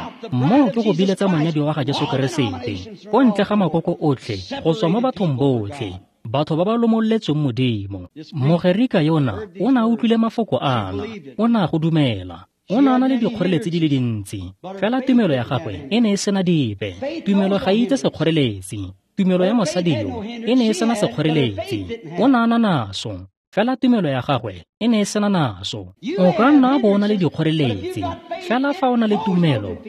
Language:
Tswana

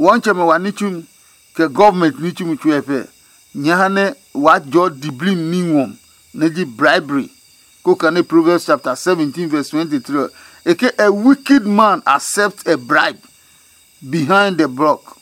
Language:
Adangme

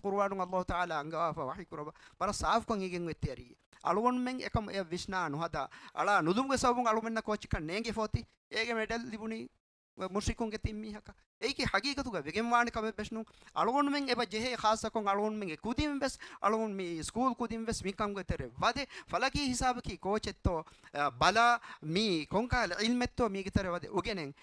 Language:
Divehi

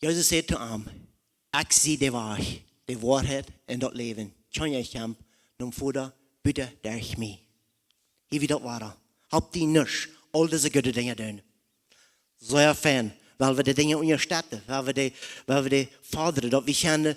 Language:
Plautdietsch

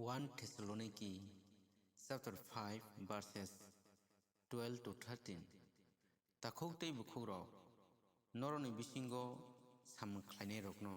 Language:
Kok Borok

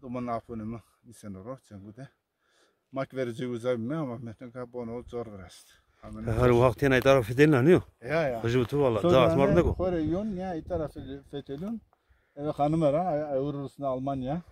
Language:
Zaza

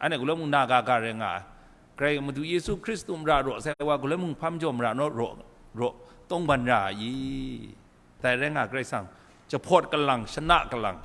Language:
Kachin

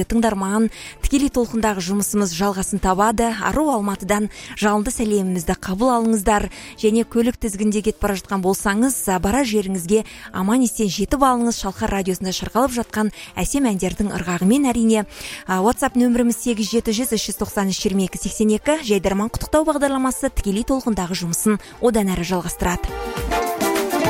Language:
Kazakh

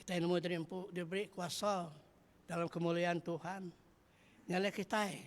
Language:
Iban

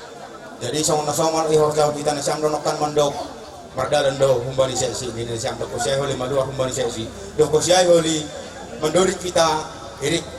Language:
Batak Toba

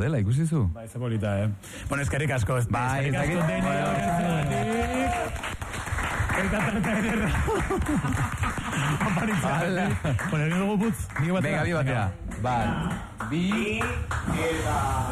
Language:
Basque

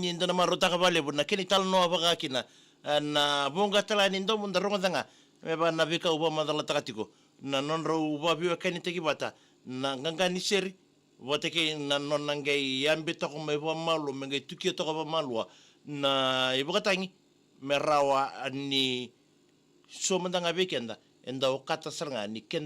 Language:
Fijian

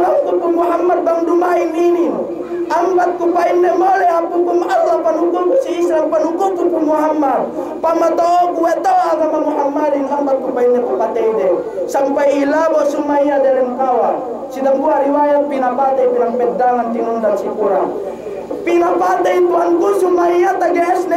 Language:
Yakan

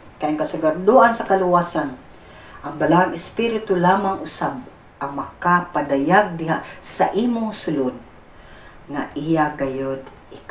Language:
Cebuano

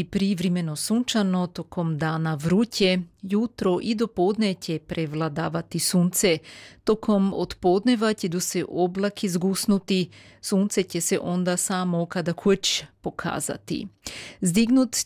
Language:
Croatian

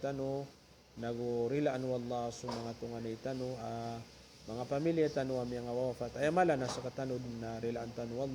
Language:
Maranao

